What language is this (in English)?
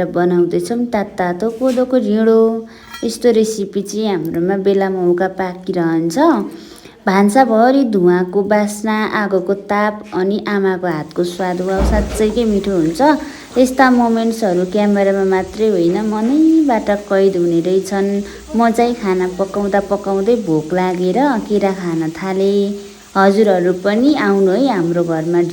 Nepali